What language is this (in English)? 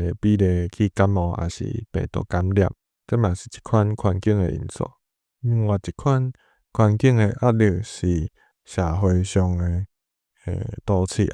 Min Nan Chinese